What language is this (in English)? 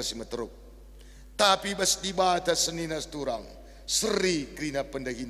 Batak Karo